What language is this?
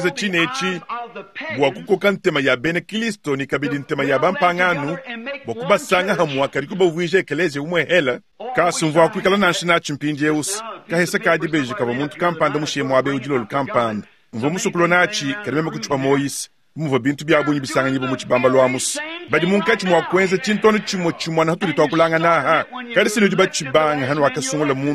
Luba-Lulua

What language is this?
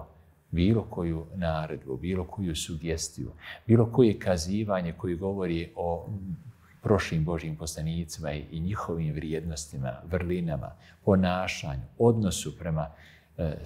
Bosnian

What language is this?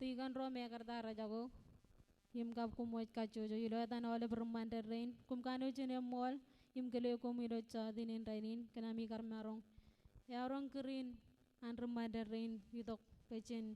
Marshallese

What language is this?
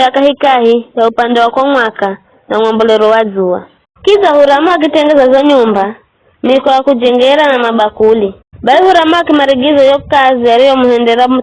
Giryama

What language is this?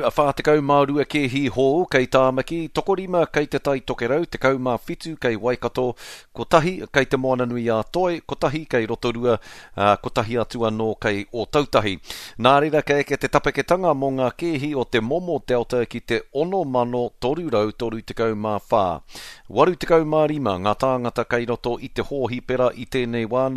Māori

